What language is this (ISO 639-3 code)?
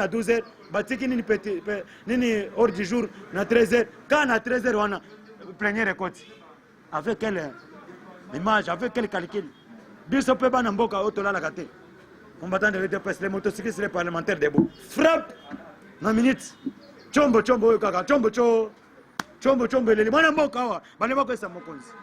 lin